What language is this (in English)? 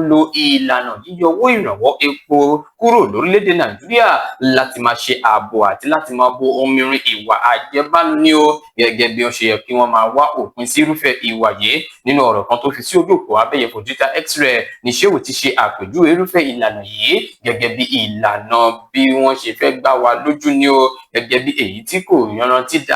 Yoruba